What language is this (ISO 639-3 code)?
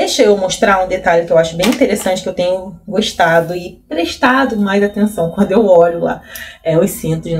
por